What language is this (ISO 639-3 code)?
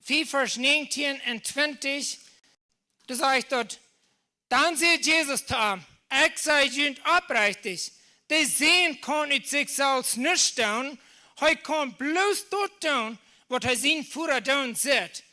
pdt